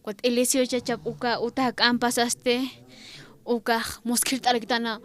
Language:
Aymara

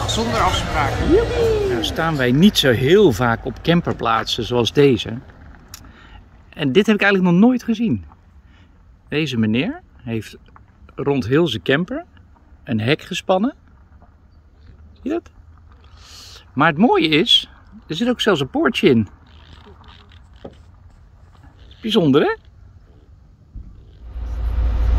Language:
Dutch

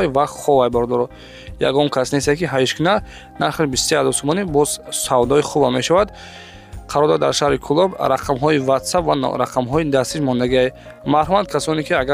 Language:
Tajik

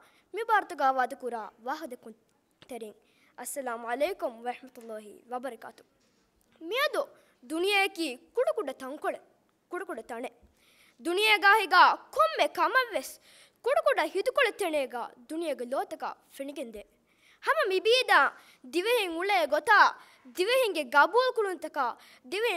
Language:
Divehi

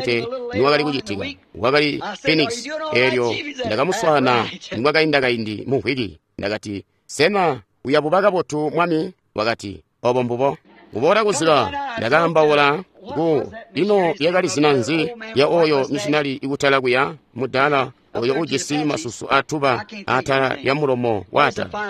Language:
Tonga (Zambia)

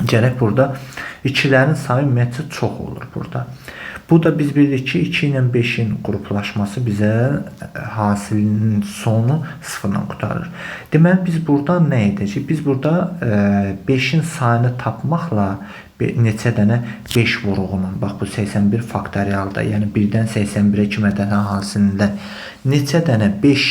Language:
Azerbaijani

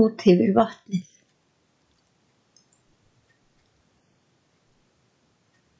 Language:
Icelandic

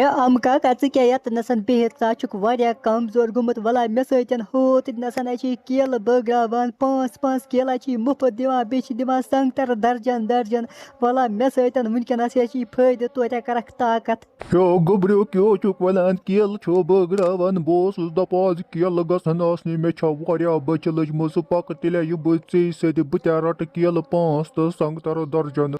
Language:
Kashmiri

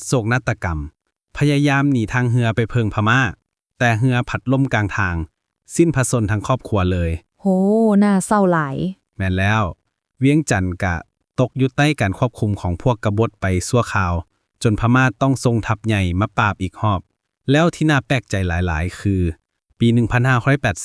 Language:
Lao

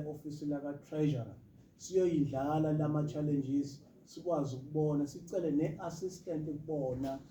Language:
Zulu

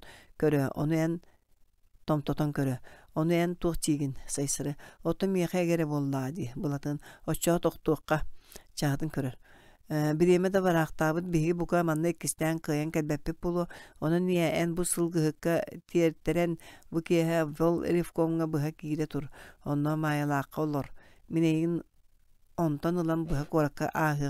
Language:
Yakut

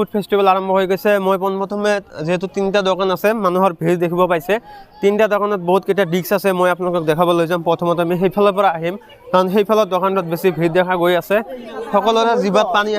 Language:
Assamese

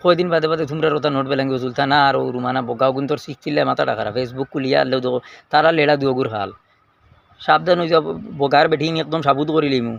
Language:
Sylheti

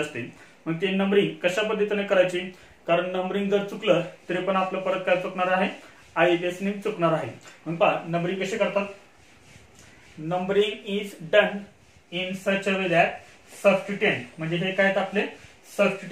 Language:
Marathi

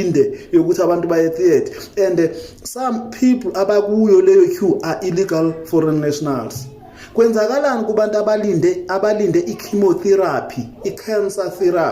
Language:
Zulu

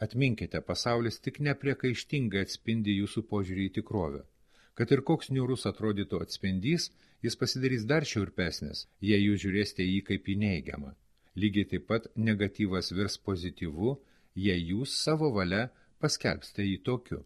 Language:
Lithuanian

